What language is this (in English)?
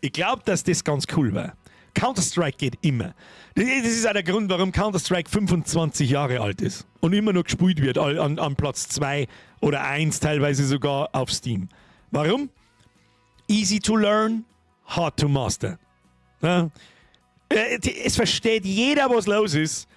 Bavarian